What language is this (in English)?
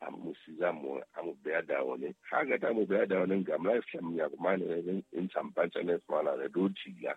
Southern Sotho